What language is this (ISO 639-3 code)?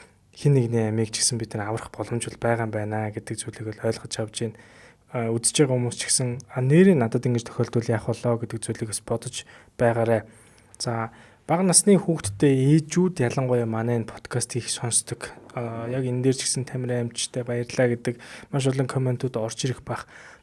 mon